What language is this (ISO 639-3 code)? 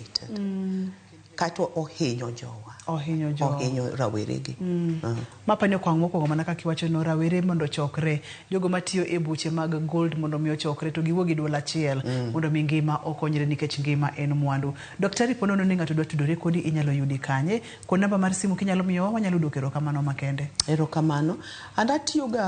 luo